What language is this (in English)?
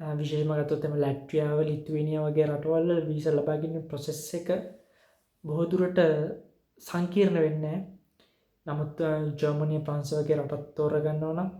Sinhala